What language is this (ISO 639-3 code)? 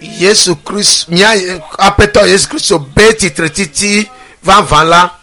ewe